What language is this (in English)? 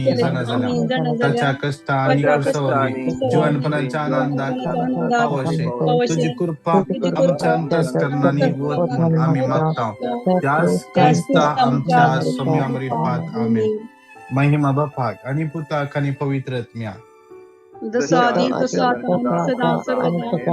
Konkani